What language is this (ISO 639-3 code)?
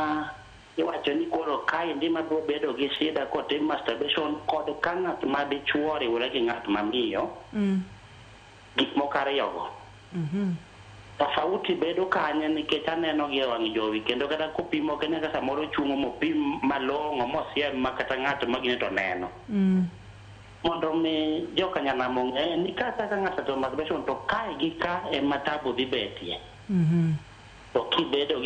luo